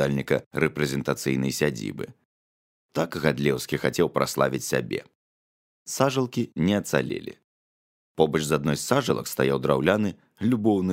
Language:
Belarusian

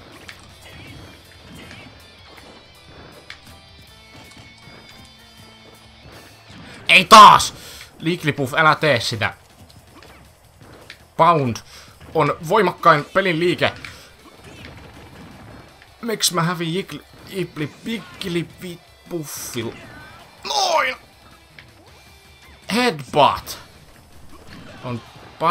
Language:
Finnish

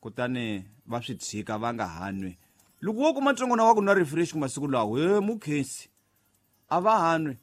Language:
Tsonga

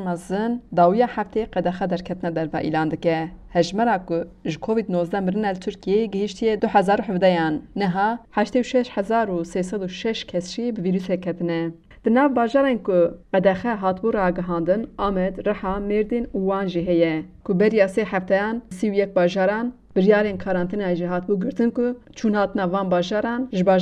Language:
Kurdish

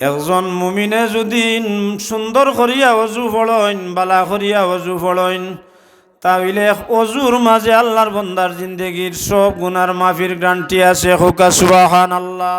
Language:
Sylheti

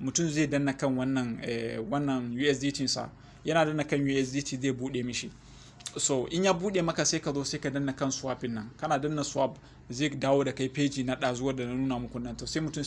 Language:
Hausa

